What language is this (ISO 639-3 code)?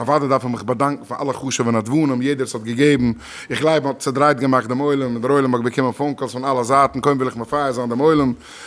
yid